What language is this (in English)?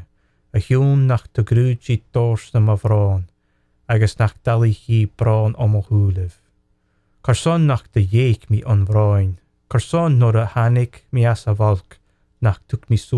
Scottish Gaelic